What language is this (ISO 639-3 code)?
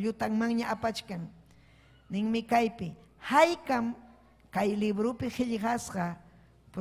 quy